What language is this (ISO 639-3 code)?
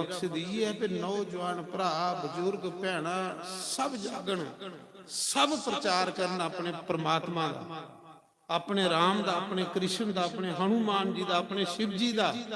doi